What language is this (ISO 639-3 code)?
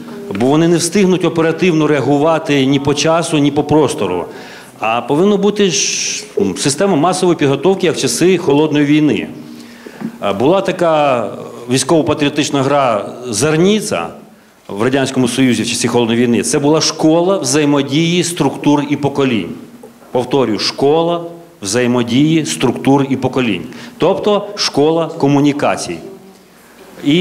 ukr